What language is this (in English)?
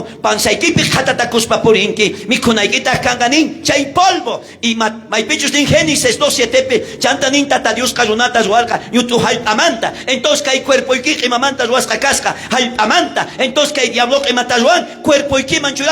South Bolivian Quechua